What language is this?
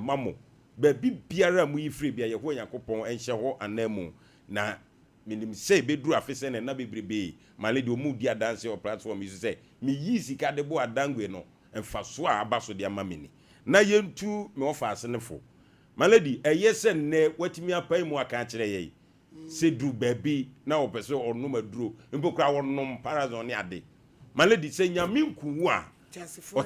Akan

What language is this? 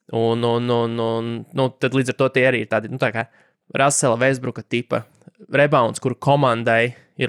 Latvian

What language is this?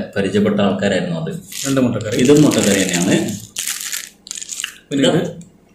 Malayalam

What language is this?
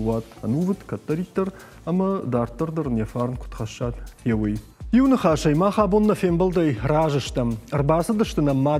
Ossetic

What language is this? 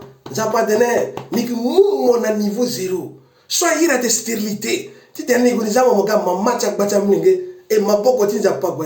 Sango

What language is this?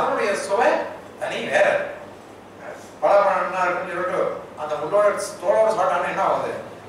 Tamil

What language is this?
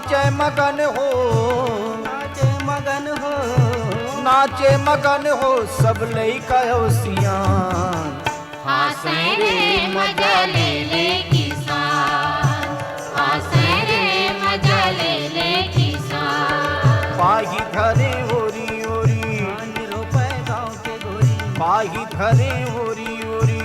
Chhattisgarhi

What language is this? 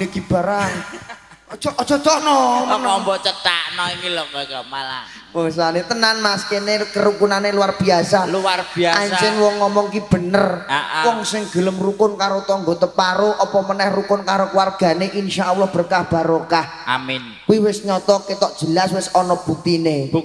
Javanese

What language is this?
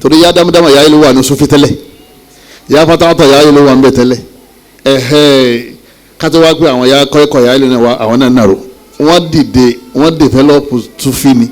Yoruba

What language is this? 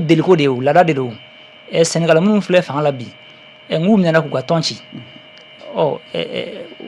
Bambara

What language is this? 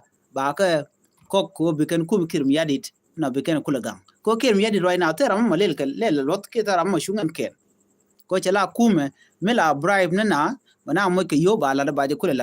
Nuer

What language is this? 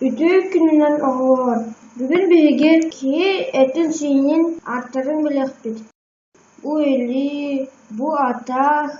Yakut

